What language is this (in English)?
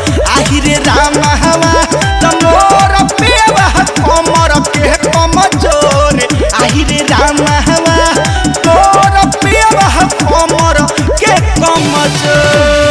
Bhojpuri